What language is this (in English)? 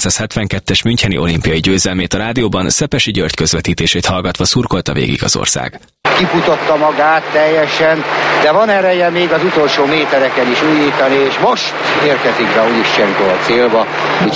Hungarian